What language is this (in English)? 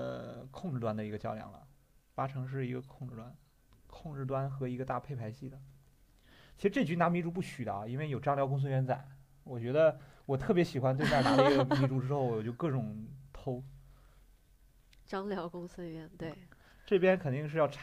Chinese